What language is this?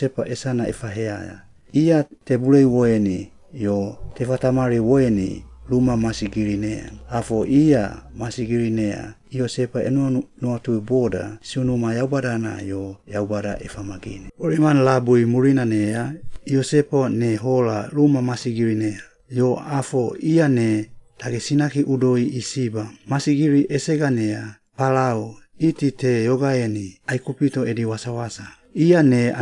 Suau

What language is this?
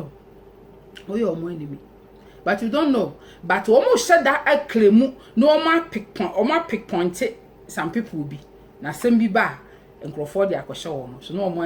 Akan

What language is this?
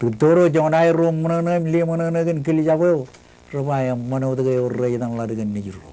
Marshallese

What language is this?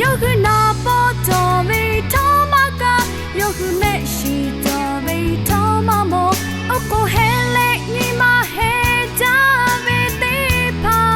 Lahu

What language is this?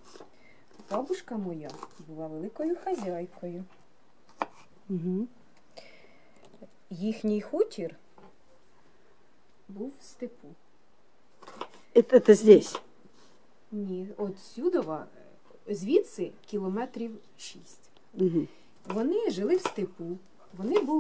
Ukrainian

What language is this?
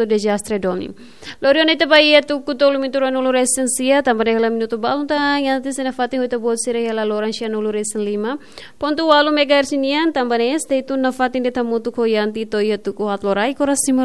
Tetum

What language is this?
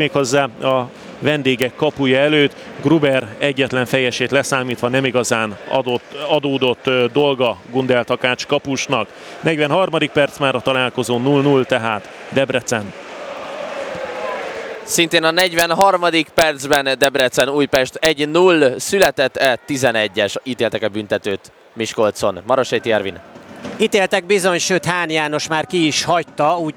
Hungarian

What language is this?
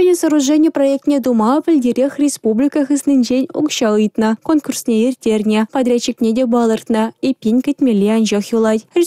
Chuvash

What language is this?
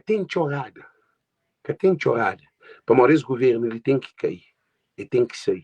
Kabuverdianu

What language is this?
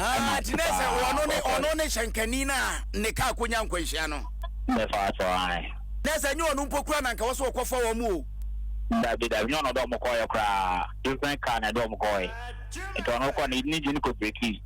Akan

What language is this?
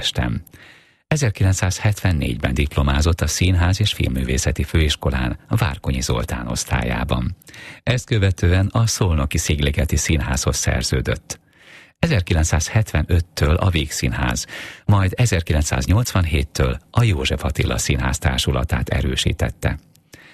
Hungarian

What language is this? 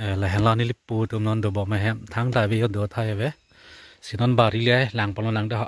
Karbi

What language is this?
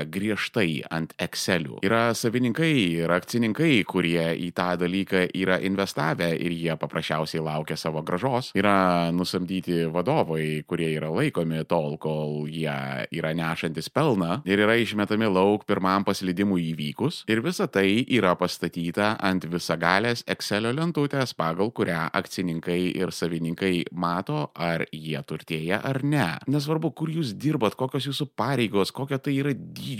Lithuanian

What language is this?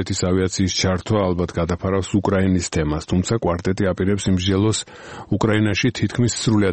Georgian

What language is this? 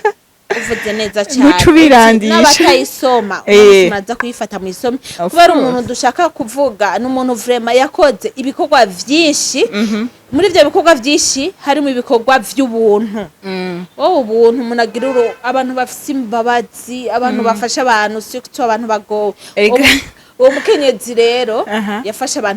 Rundi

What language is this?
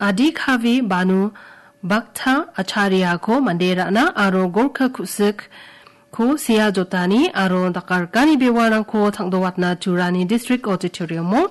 Garo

